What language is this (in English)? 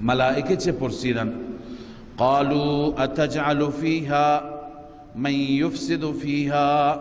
Persian